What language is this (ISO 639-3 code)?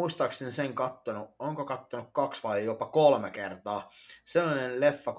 fin